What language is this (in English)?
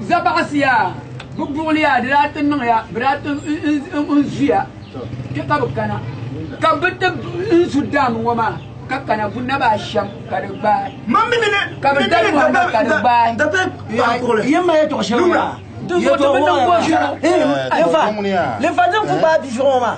Dagbani